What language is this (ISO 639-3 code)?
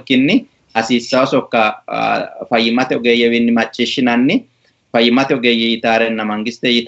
sid